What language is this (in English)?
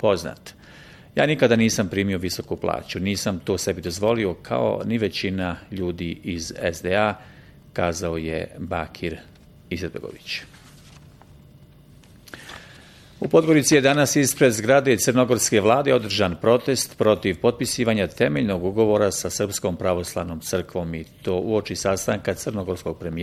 Bosnian